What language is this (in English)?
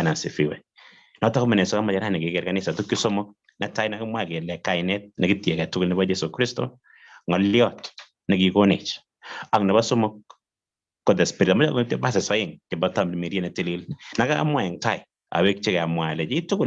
Kalenjin